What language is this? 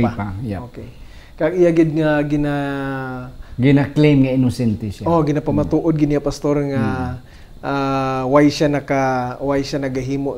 Hiligaynon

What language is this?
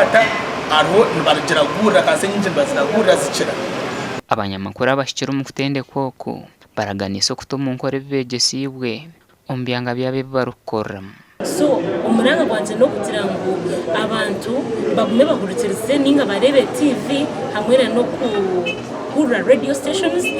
Nyankole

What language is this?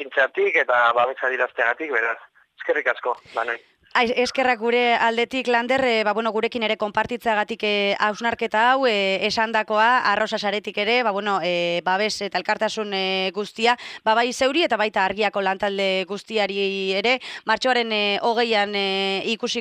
Basque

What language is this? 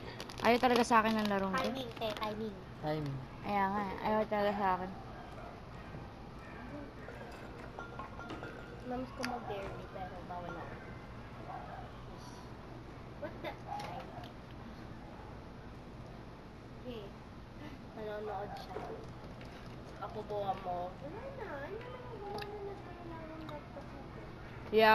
Filipino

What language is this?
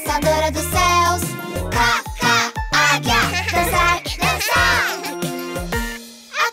Portuguese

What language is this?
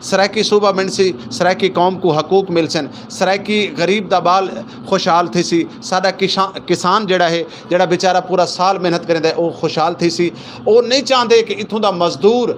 Saraiki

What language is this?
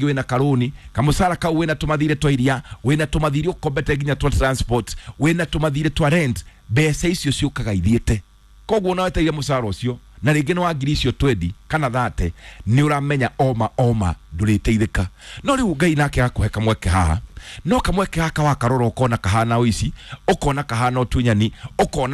Kikuyu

